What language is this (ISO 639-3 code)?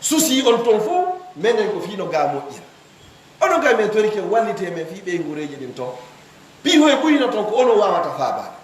ful